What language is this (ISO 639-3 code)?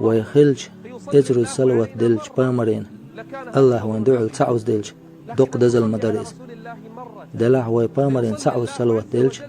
che